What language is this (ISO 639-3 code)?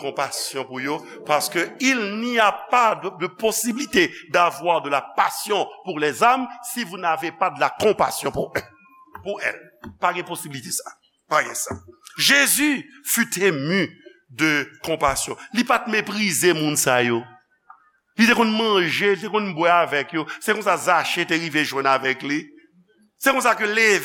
hat